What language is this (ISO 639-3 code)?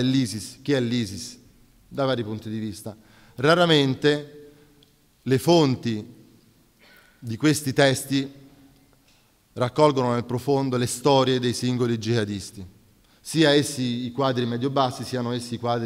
ita